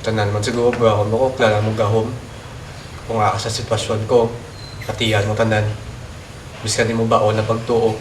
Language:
Hiligaynon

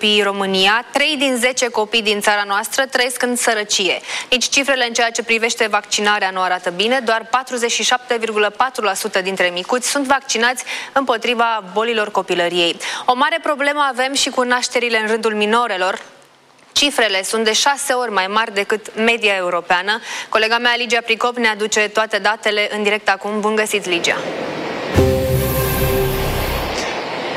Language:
Romanian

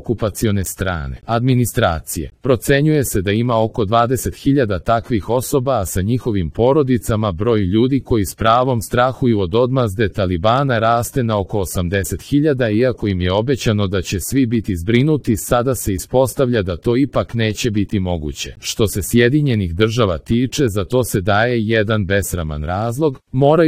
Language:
Serbian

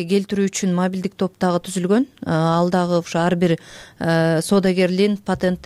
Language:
Kyrgyz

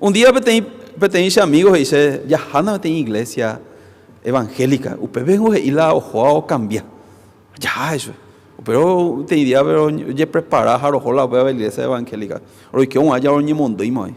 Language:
Guarani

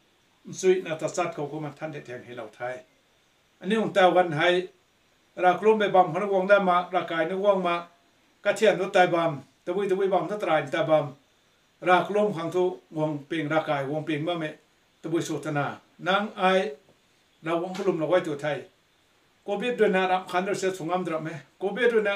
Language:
Rongmei Naga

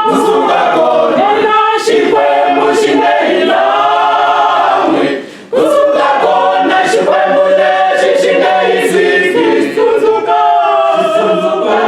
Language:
Tsonga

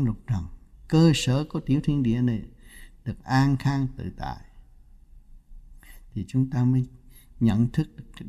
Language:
Vietnamese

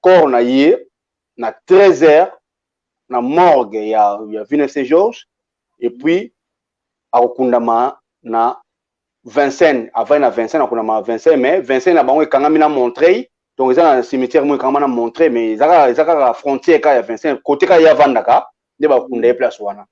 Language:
Lingala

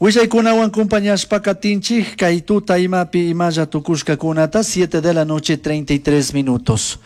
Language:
Chimborazo Highland Quichua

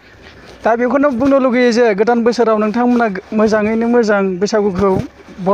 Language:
Bodo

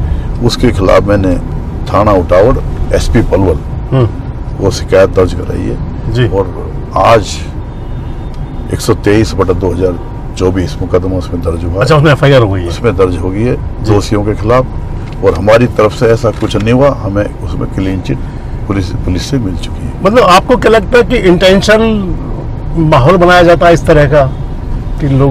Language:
Hindi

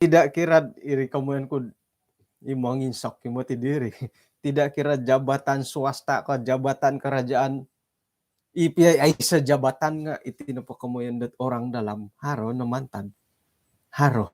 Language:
Central Dusun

